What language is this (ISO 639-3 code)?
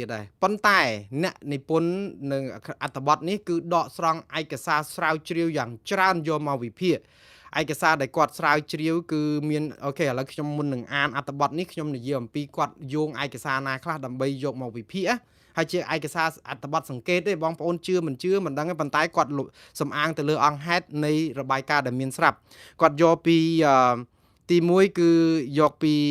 khm